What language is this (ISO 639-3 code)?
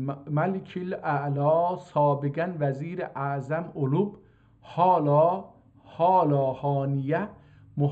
azb